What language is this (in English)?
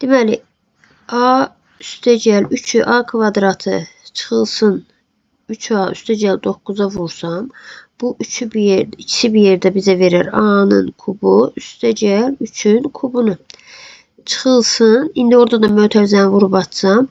Azerbaijani